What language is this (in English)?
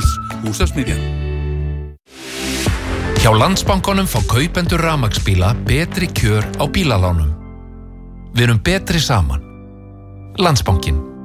Icelandic